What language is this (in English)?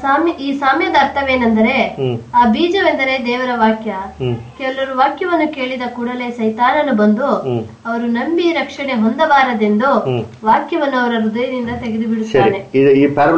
Kannada